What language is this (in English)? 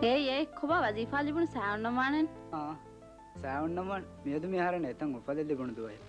Divehi